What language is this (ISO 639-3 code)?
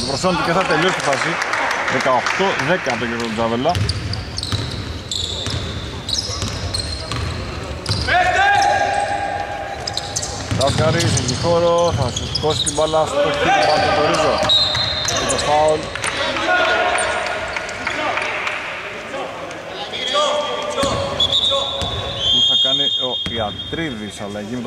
ell